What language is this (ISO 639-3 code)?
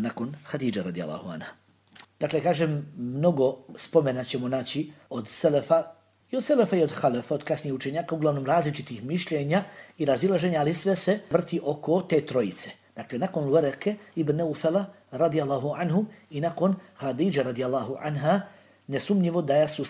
bos